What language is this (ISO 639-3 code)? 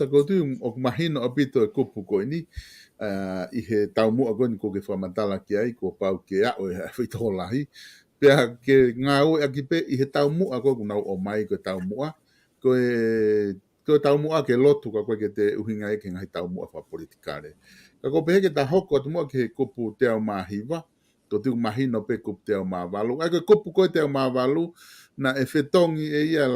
ton